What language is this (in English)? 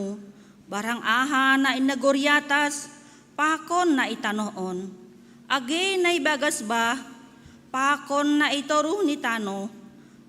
Batak Simalungun